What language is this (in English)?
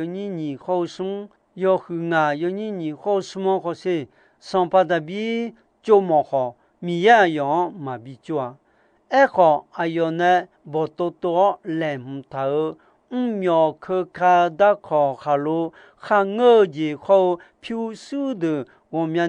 Akha